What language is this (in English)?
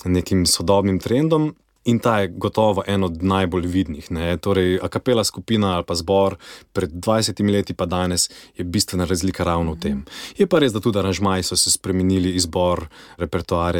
Slovenian